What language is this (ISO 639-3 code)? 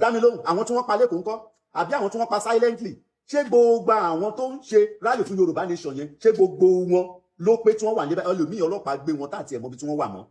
yor